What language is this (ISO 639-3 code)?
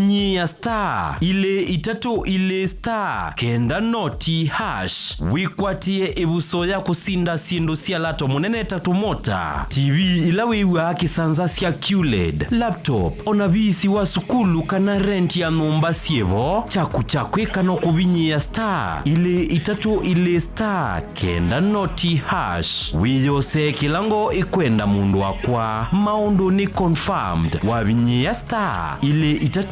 kam